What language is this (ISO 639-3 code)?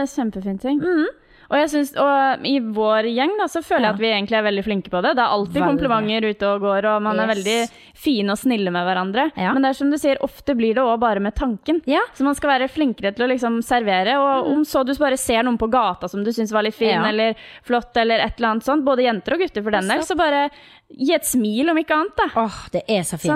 nor